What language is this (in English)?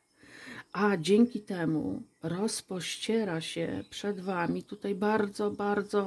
Polish